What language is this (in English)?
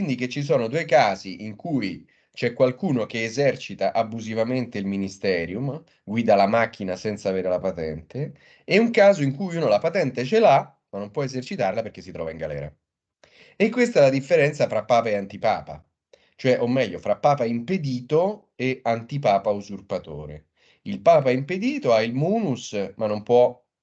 Italian